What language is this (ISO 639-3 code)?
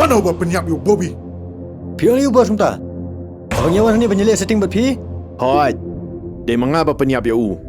kha